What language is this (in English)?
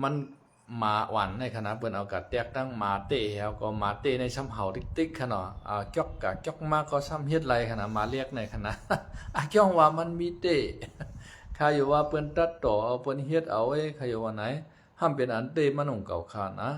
Shan